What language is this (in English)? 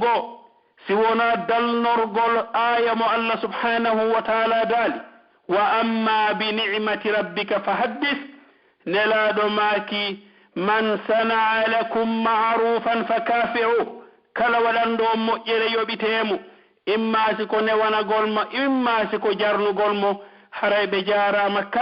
Pular